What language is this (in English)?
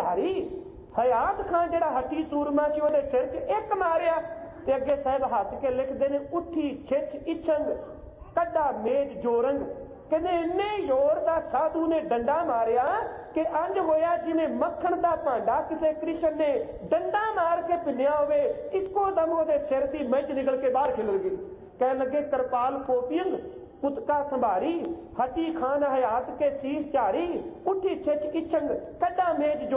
Punjabi